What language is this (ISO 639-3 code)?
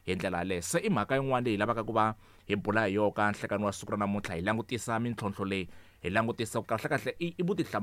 tso